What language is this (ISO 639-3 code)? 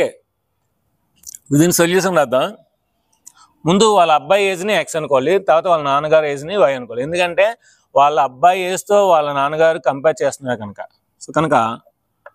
tel